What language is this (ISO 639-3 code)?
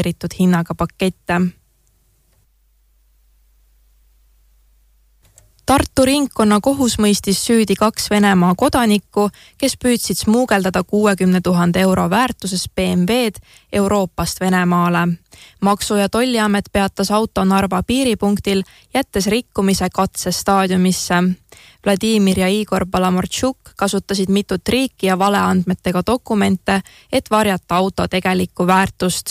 est